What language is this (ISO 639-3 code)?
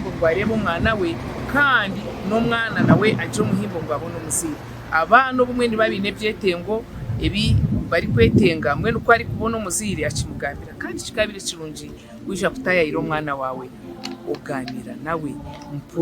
nyn